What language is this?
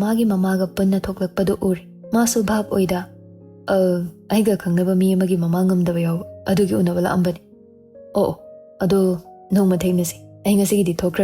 Manipuri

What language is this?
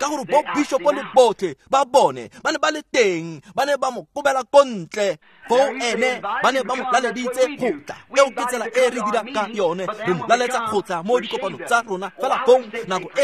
Tswana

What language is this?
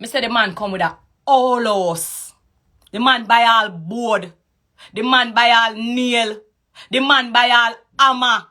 Jamaican Creole English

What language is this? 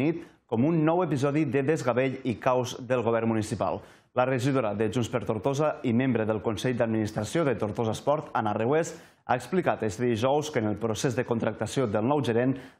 Catalan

